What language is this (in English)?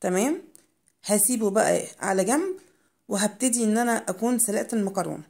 Egyptian Arabic